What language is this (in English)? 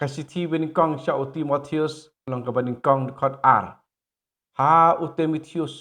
Khasi